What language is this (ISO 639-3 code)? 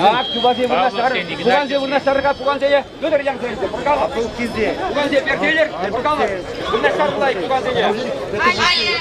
chv